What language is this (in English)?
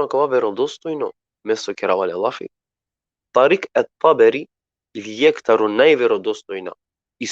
Balkan Romani